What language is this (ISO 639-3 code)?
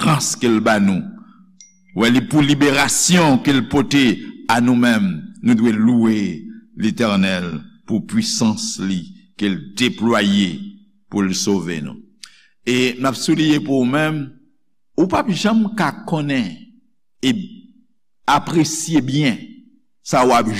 hat